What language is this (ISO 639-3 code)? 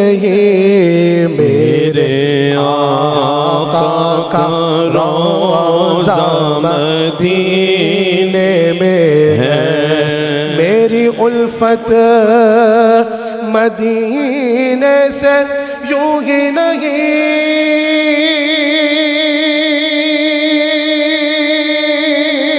urd